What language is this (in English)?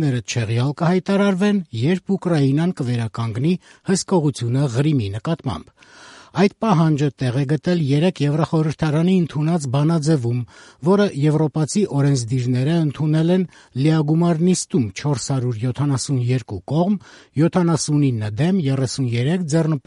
Armenian